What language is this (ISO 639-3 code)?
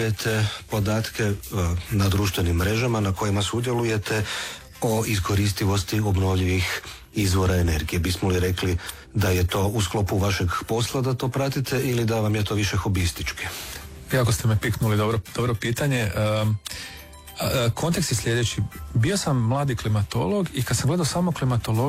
hrv